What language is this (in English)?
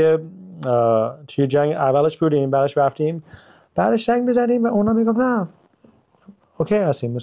Persian